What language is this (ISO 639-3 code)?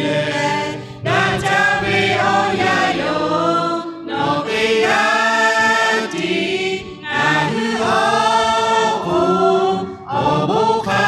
lhu